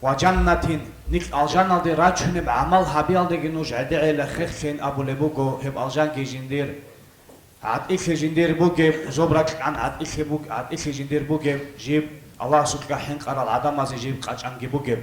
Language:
Avaric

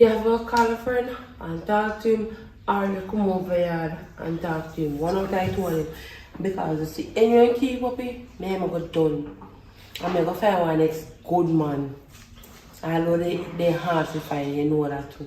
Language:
Jamaican Creole English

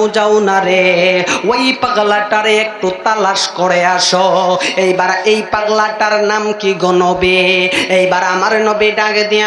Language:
Bangla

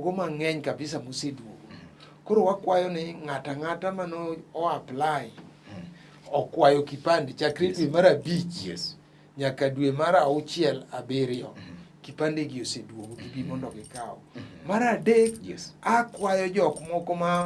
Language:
Luo (Kenya and Tanzania)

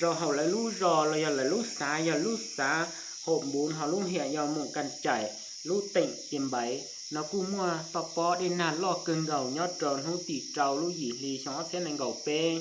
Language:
Hmong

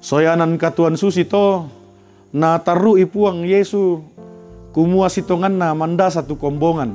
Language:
Toraja-Sa'dan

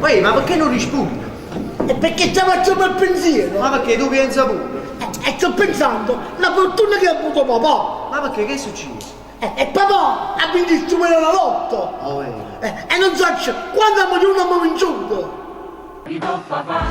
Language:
Neapolitan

